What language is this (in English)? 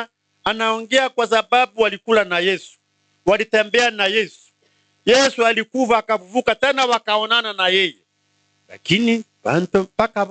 Gusii